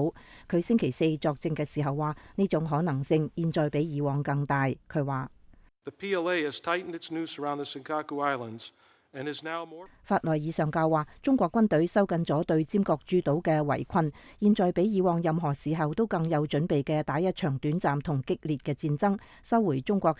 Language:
Cantonese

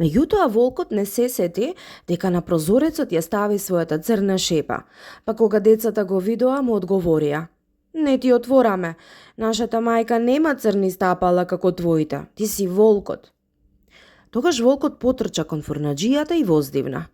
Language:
Macedonian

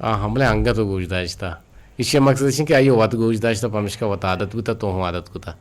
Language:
Eastern Balochi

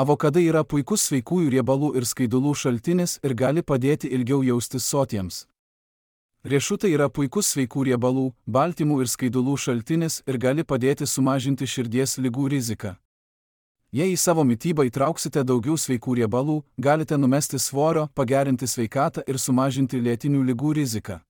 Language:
Lithuanian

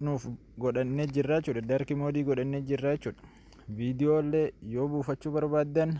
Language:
Oromo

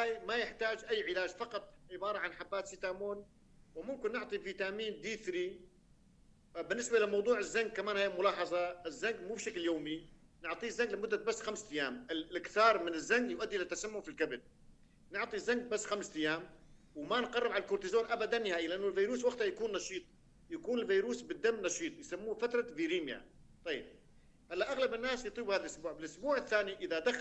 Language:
North Levantine Arabic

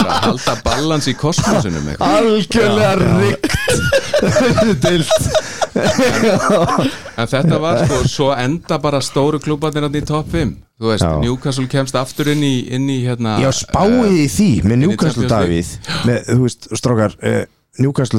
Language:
Icelandic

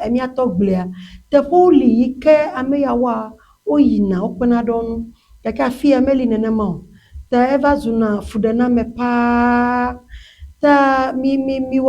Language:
Ewe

